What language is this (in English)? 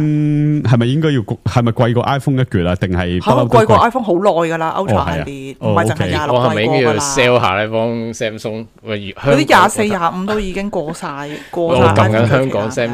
Cantonese